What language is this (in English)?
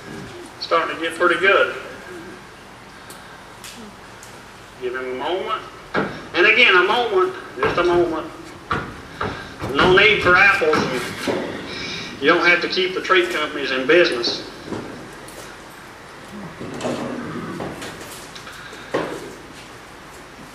English